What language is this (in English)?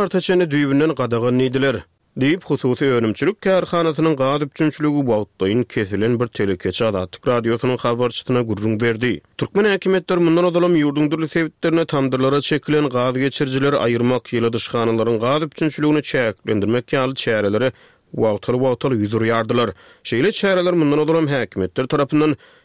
Turkmen